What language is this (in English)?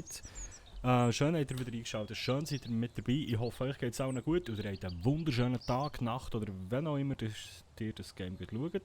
Swiss German